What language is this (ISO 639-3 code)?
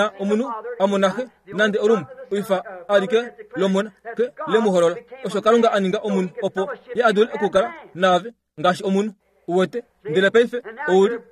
kua